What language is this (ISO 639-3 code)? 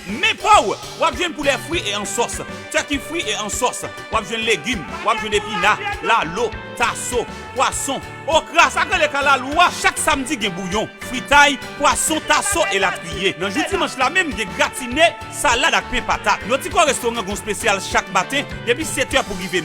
hat